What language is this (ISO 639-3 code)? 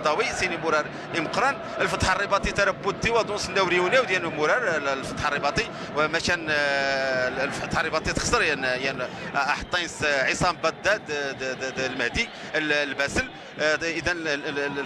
ary